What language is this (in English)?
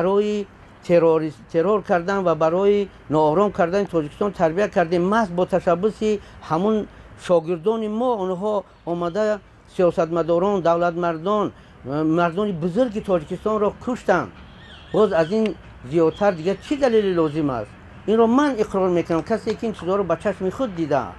Tajik